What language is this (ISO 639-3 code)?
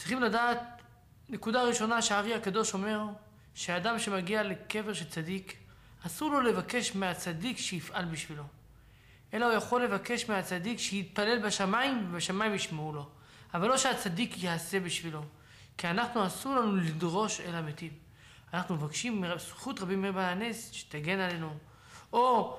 heb